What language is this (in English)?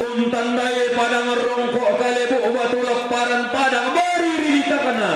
Toraja-Sa'dan